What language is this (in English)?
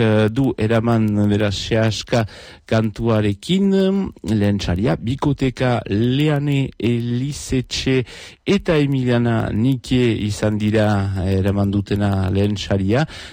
Basque